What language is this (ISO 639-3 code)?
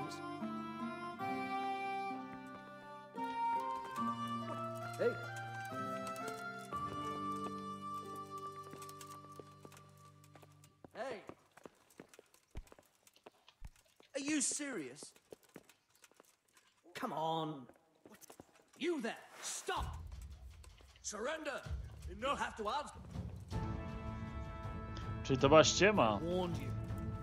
pol